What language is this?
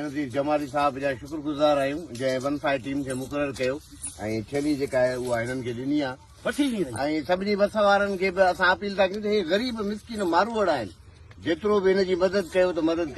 Sindhi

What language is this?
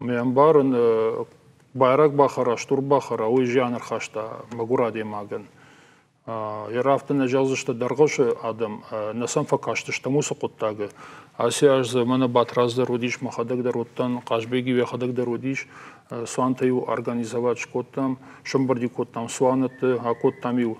Ossetic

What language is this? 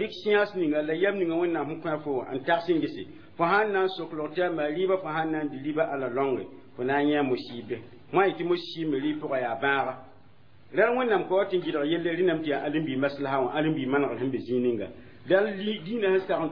Mossi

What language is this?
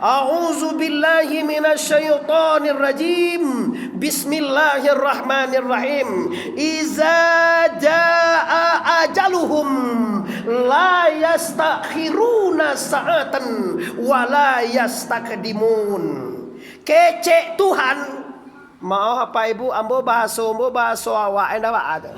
Minangkabau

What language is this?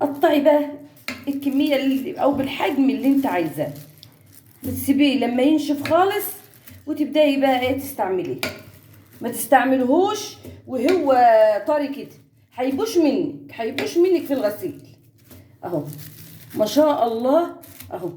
Egyptian Arabic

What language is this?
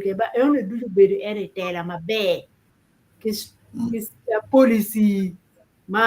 Acoli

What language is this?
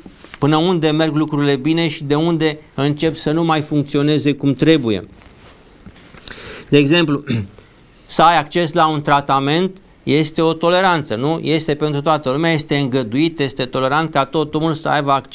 Romanian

